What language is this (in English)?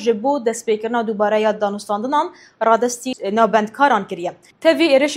Kurdish